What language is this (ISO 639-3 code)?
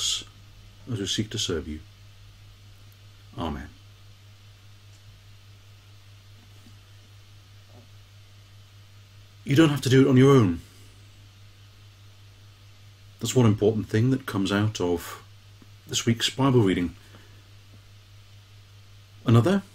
eng